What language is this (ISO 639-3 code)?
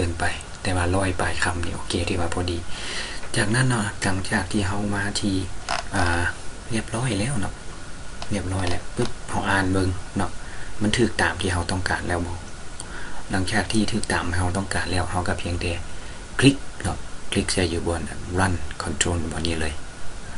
lao